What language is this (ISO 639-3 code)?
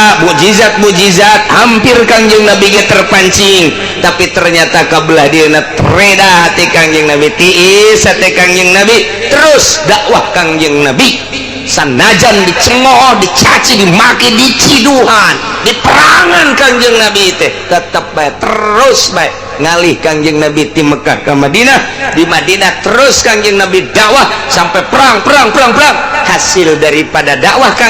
sun